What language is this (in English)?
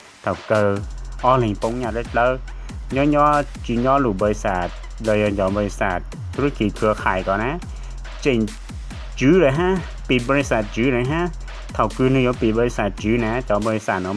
Hmong